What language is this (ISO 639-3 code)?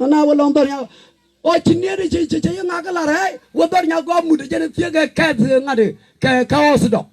nus